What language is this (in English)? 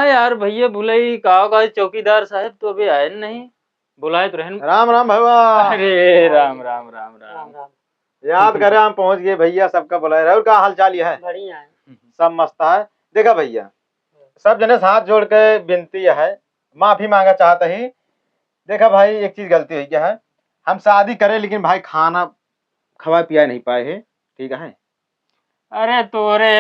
Awadhi